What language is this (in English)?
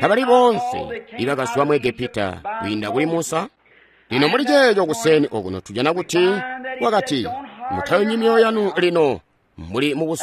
Tonga (Zambia)